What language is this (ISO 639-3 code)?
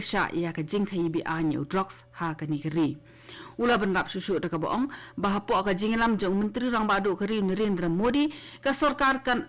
kha